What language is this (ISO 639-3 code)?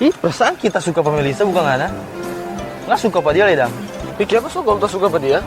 xmm